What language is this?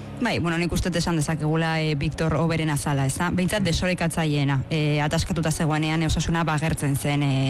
Basque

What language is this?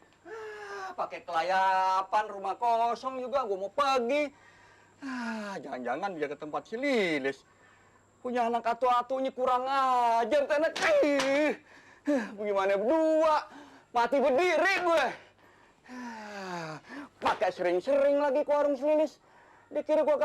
Betawi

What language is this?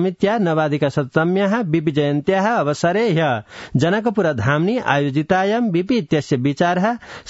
Sanskrit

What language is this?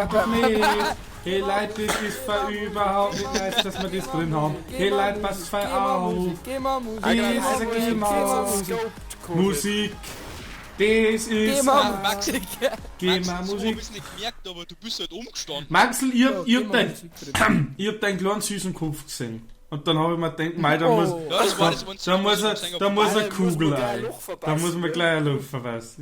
Bavarian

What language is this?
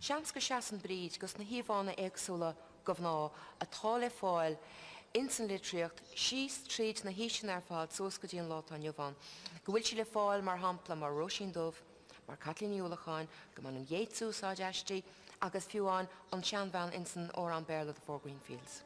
Irish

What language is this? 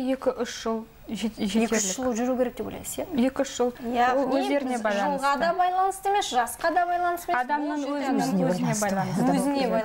Kazakh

